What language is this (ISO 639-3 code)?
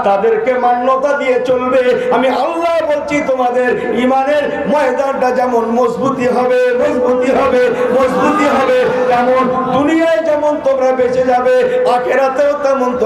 ben